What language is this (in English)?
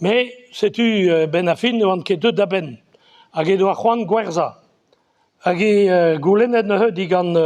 Breton